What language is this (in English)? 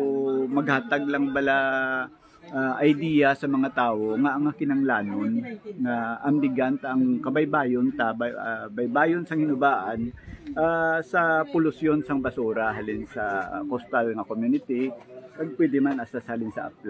Hiligaynon